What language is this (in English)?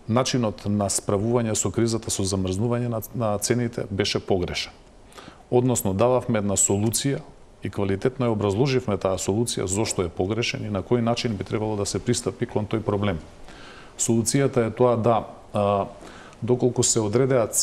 Macedonian